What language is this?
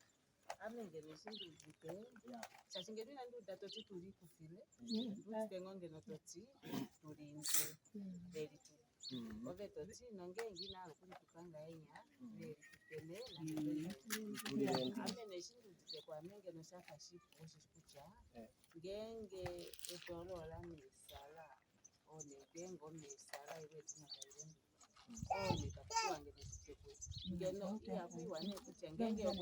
Ndonga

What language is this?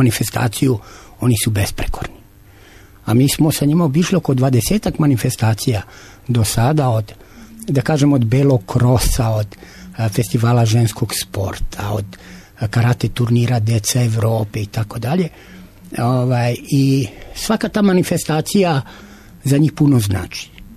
Serbian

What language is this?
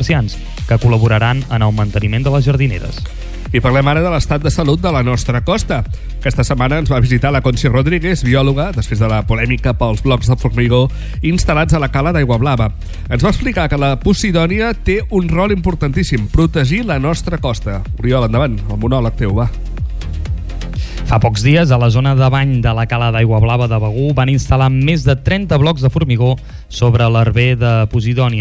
Catalan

